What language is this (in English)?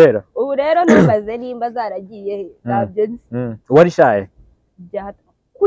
Kinyarwanda